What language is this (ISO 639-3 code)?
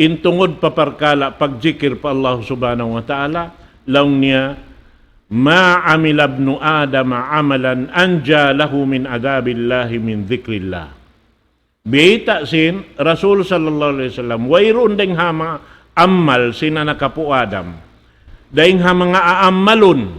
tsg